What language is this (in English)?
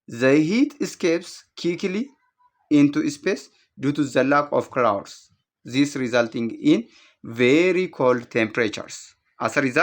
English